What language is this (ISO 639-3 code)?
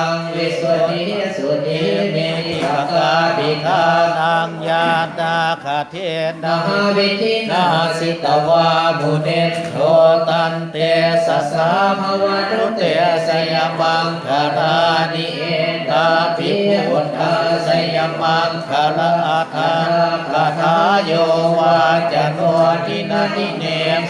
pli